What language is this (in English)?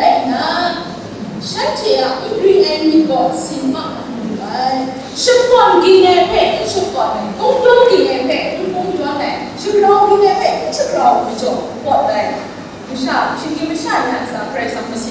Kachin